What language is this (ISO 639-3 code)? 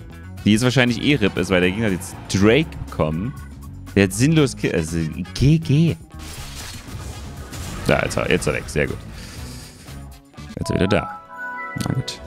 deu